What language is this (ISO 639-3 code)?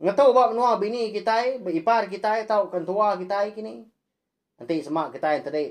iba